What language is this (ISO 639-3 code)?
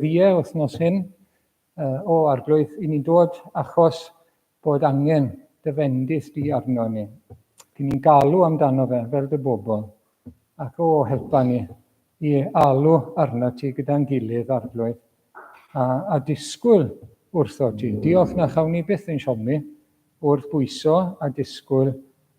cym